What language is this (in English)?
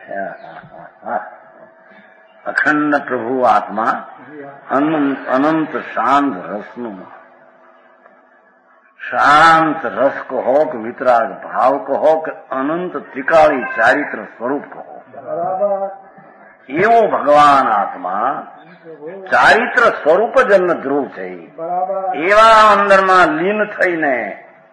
Gujarati